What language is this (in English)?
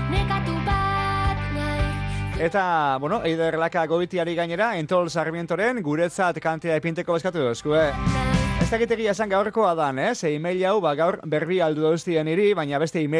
Basque